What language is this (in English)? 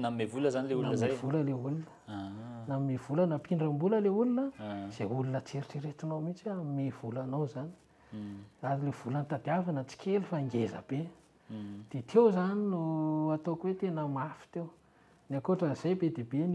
Malagasy